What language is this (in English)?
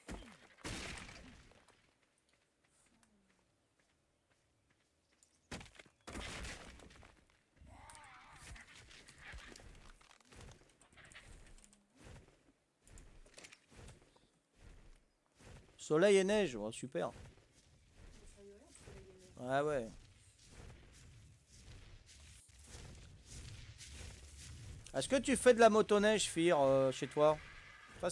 French